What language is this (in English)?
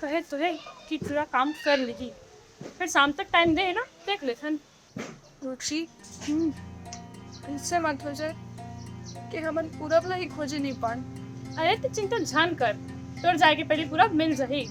Chhattisgarhi